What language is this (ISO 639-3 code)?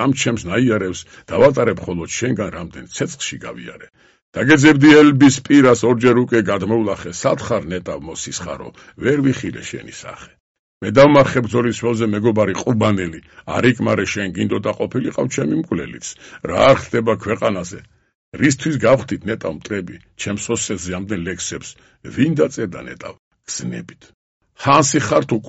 kat